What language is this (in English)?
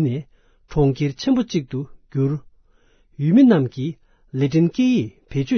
Tibetan